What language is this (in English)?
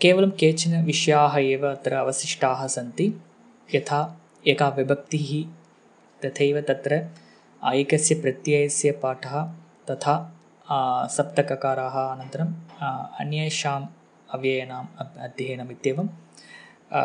Sanskrit